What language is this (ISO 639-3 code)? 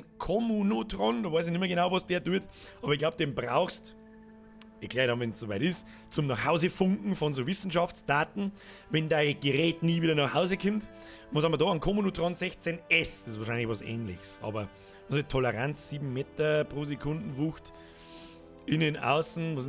bar